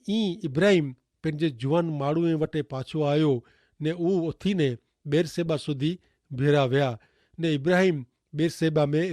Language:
Kachhi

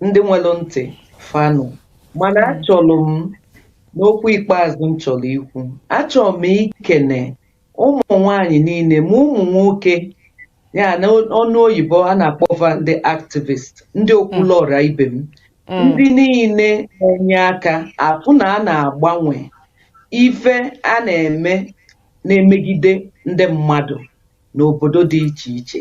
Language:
Igbo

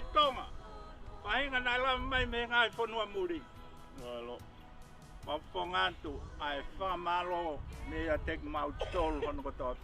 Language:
Tongan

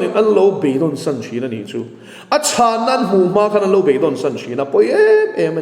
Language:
Mizo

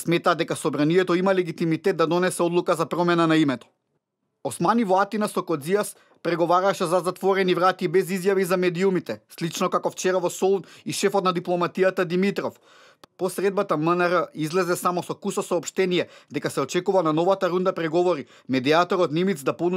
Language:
Macedonian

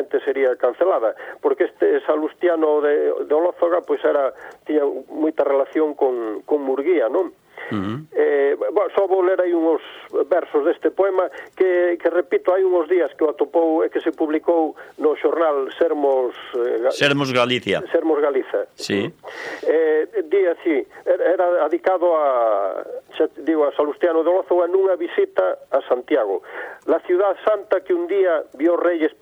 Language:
Galician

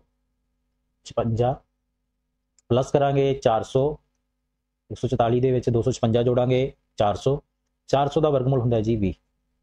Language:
Punjabi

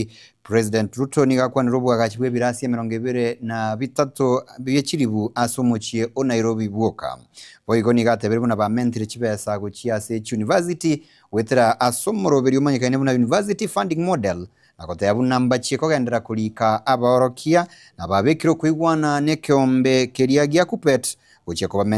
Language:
Gusii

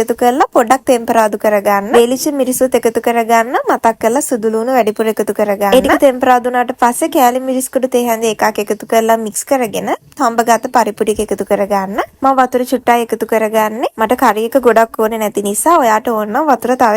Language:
Sinhala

